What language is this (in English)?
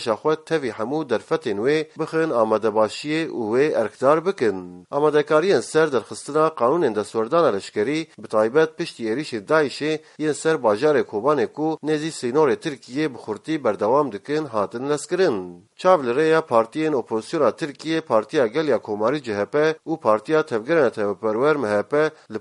Kurdish